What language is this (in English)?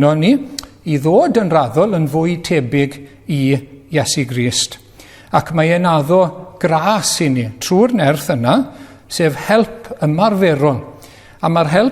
Welsh